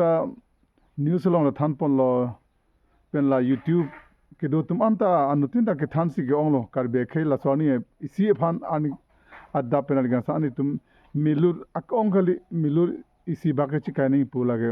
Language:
Karbi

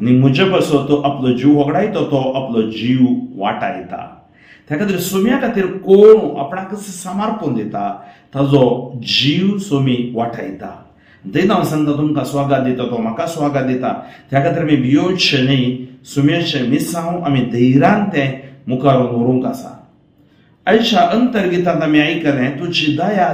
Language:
Konkani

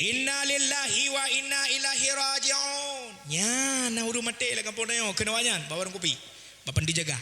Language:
Achinese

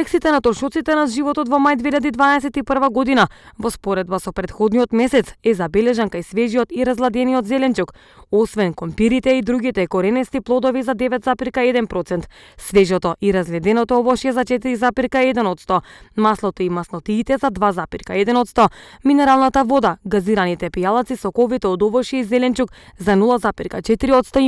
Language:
Macedonian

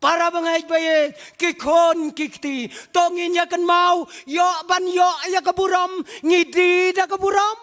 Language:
Khasi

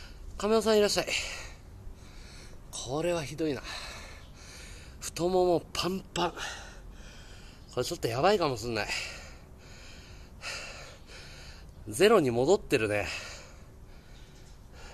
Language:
Japanese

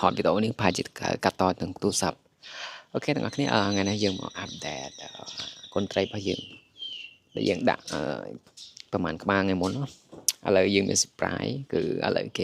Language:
Khmer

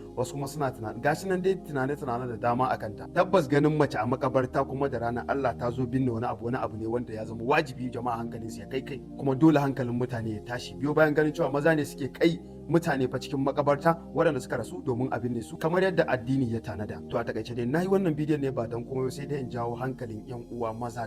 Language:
Hausa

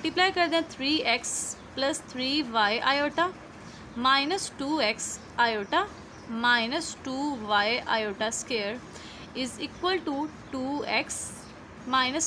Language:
Hindi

